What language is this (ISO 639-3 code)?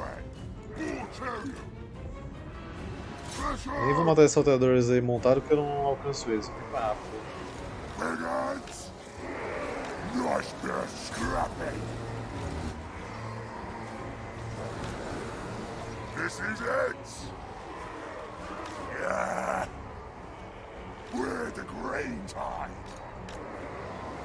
por